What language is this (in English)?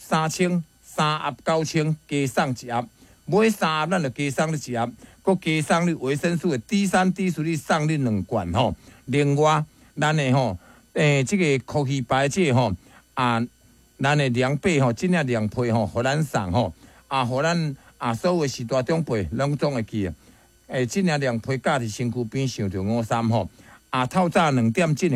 Min Nan Chinese